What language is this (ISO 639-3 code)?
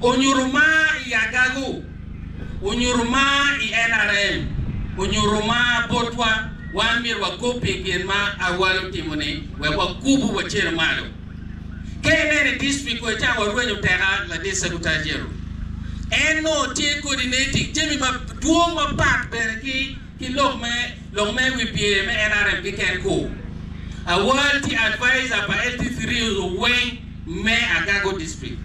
ach